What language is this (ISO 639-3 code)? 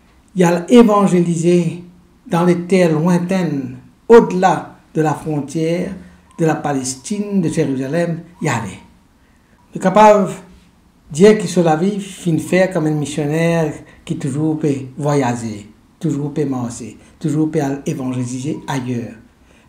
mfe